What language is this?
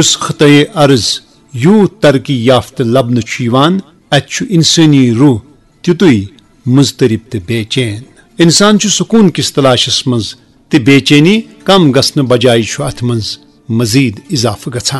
Kashmiri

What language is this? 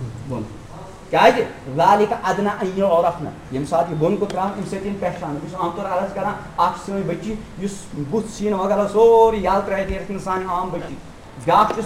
Kashmiri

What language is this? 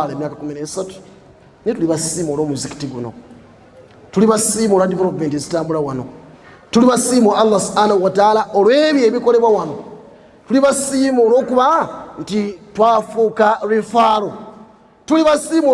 Ganda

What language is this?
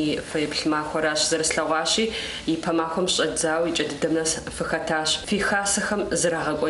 Kabardian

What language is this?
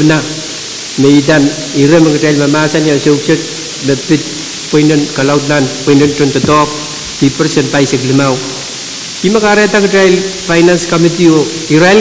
Pohnpeian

